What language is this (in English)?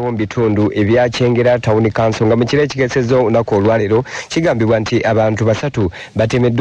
Ganda